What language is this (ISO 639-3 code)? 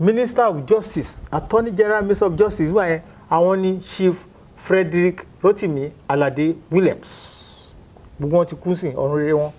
yor